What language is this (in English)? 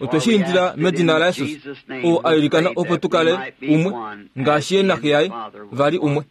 Kuanyama